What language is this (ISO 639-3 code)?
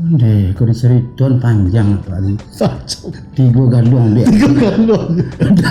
min